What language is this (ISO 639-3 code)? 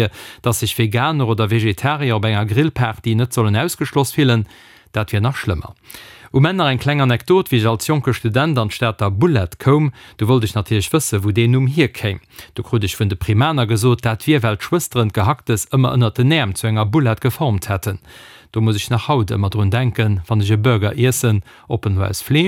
ltz